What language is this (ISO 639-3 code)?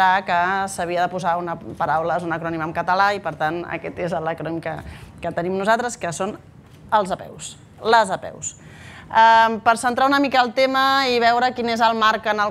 cat